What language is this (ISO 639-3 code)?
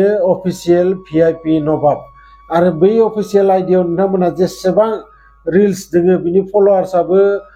brx